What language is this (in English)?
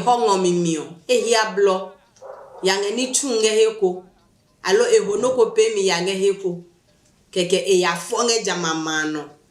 Adangme